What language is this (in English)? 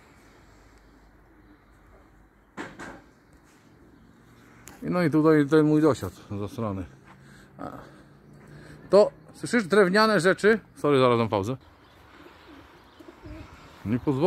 Polish